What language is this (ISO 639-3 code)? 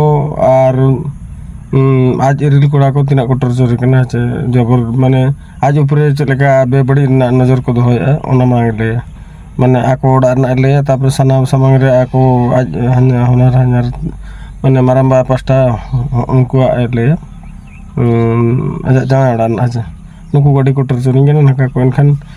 sat